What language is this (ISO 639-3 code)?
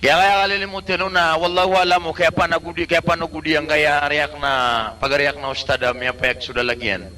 mrw